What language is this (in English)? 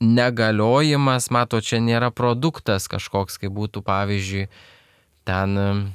Lithuanian